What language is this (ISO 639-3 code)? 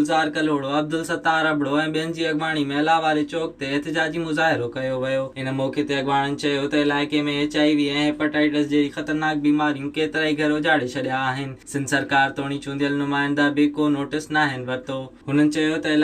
snd